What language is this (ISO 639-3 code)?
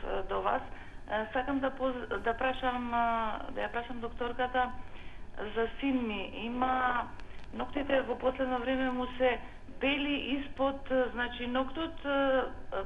mkd